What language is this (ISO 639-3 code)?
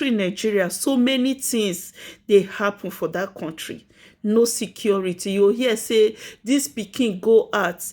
pcm